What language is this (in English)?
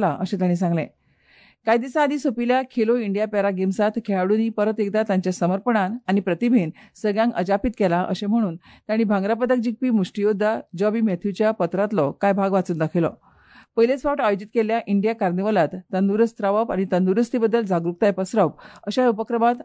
Konkani